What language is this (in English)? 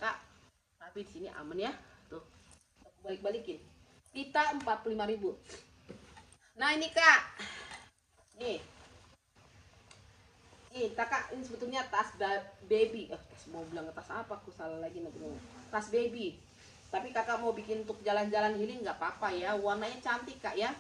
Indonesian